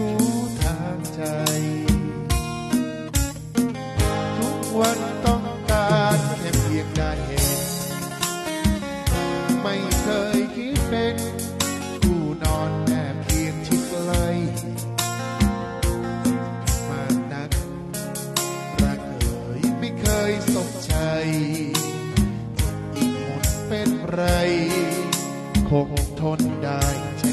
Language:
Thai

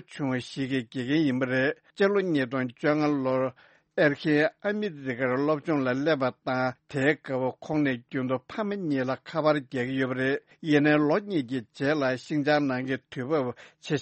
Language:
Tibetan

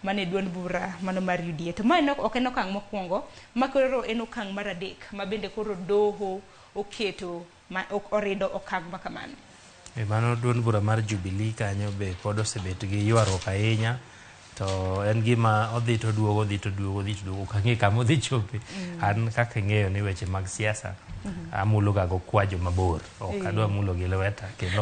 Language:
Luo (Kenya and Tanzania)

